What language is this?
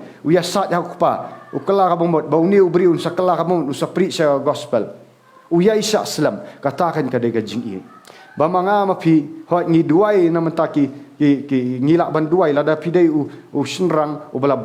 Khasi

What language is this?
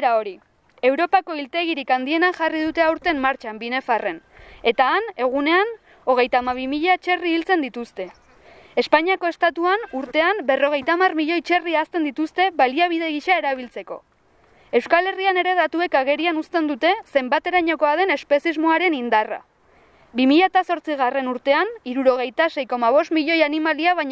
Basque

